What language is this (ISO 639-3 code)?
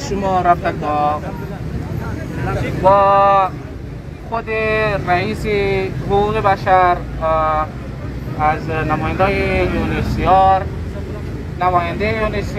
fas